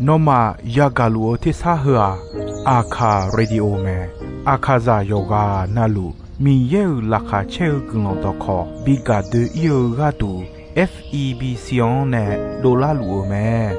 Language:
Akha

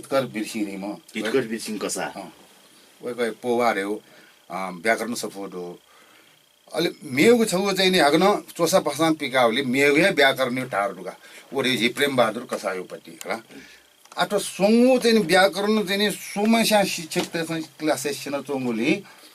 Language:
Newari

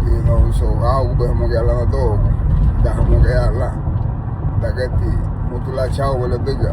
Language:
Garifuna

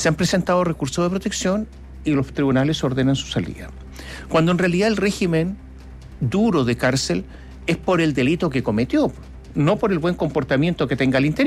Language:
Spanish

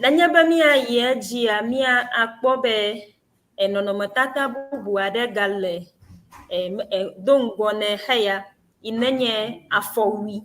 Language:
Ewe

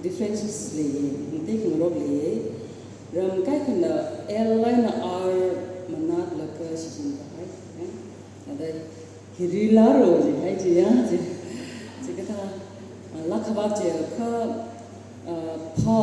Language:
Tangkhul Naga (India)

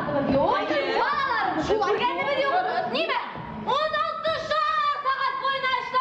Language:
Bashkir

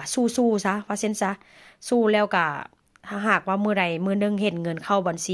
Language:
Northeastern Thai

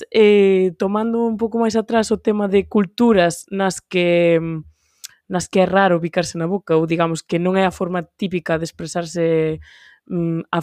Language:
Galician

